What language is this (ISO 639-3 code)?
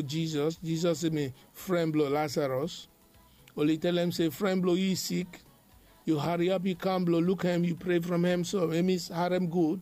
bis